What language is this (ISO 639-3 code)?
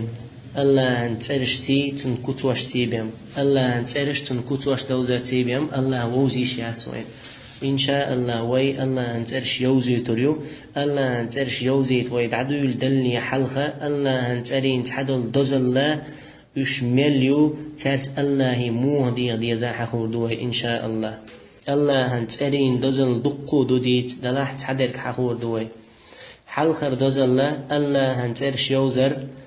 che